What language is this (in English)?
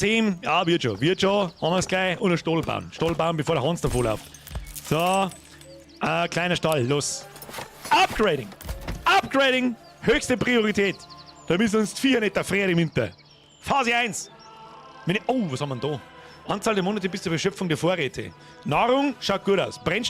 Bavarian